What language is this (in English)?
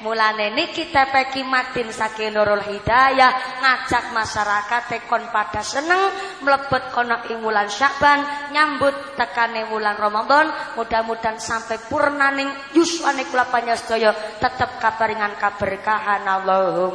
Javanese